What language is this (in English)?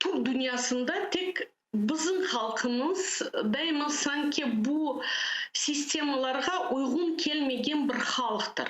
Crimean Tatar